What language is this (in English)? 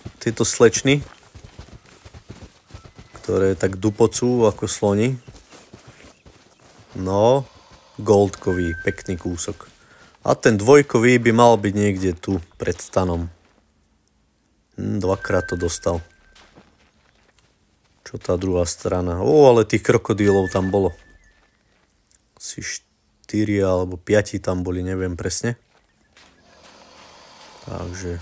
Slovak